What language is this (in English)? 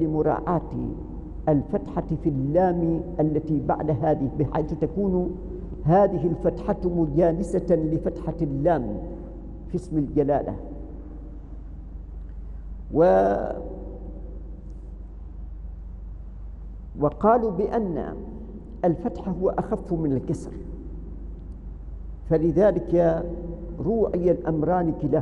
Arabic